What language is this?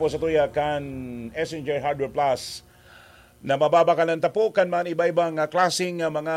Bikol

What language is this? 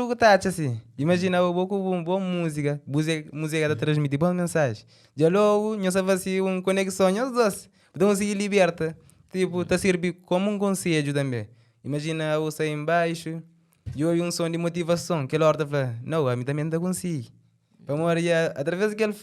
Kabuverdianu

